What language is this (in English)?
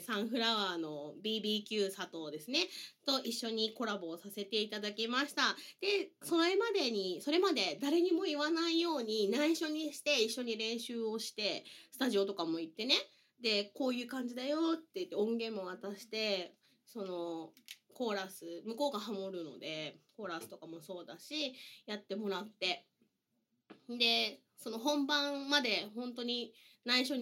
Japanese